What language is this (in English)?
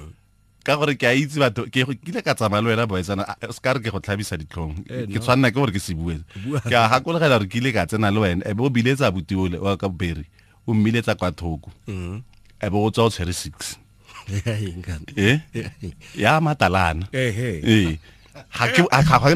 Tswana